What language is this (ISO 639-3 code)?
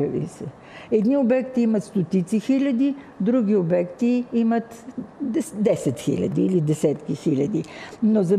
bul